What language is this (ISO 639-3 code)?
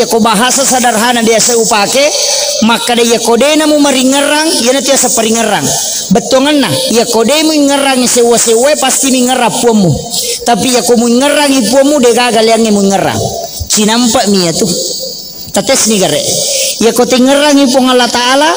bug